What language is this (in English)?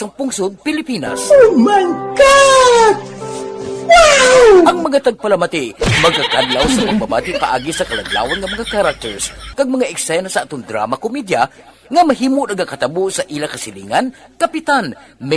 Hiligaynon